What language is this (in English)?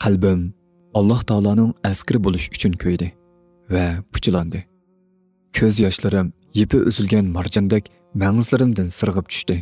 Uyghur